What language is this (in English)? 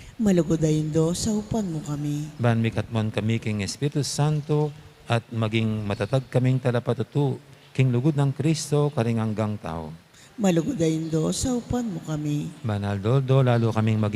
Pampanga